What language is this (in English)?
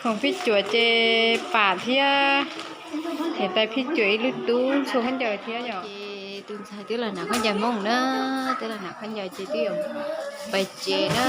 Hmong